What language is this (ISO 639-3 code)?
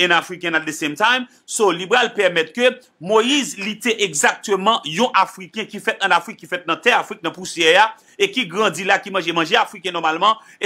hat